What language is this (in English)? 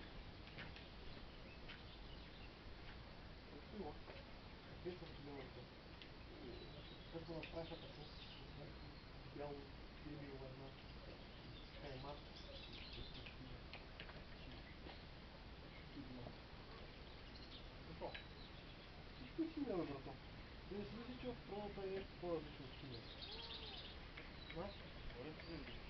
Bulgarian